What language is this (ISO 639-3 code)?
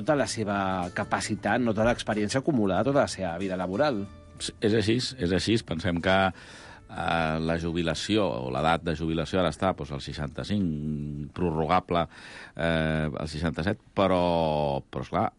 cat